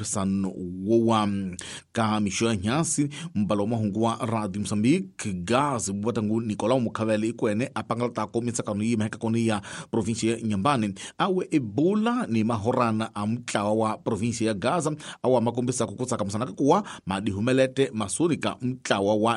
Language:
Tsonga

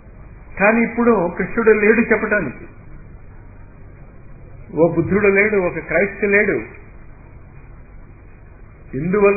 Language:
Telugu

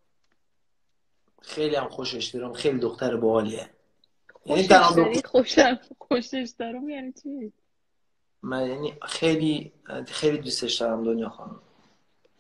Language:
Persian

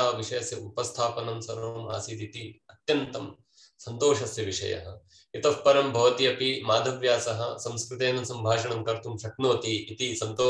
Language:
Sanskrit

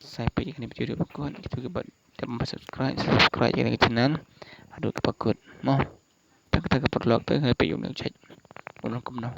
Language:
Khasi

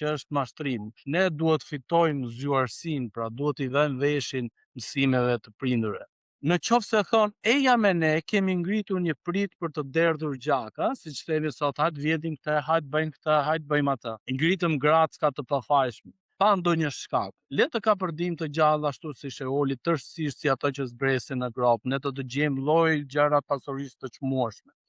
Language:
Albanian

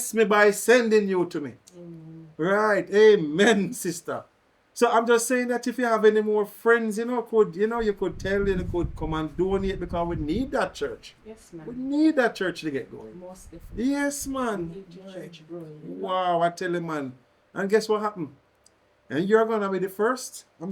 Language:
Jamaican Creole English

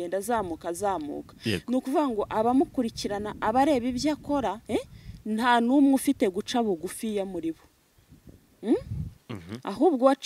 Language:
Kinyarwanda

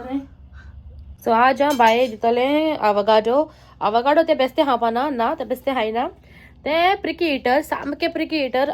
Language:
Konkani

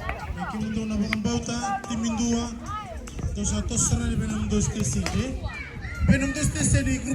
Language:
Fijian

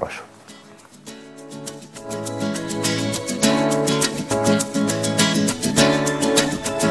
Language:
Egyptian Arabic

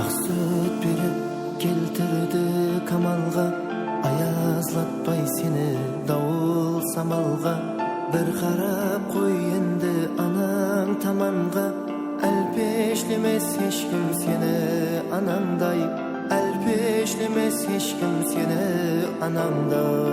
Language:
Kara-Kalpak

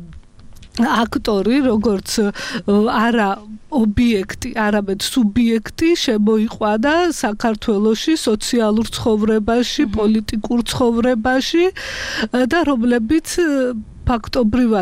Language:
Georgian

